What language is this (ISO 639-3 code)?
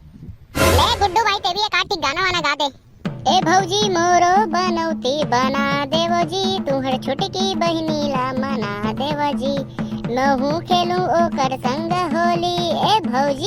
hne